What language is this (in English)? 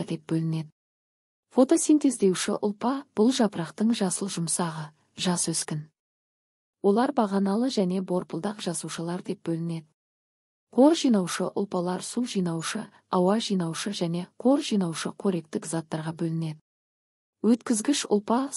Kazakh